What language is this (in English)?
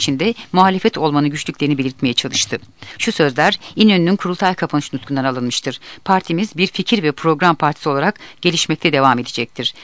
Turkish